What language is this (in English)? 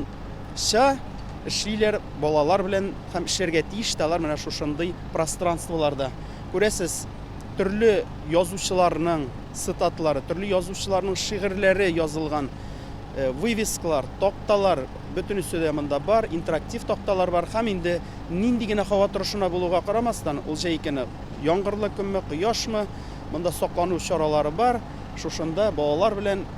Tatar